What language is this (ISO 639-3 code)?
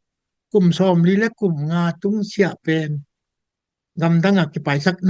ctd